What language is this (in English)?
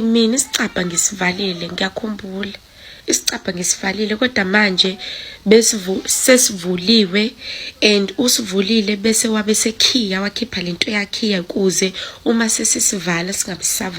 Zulu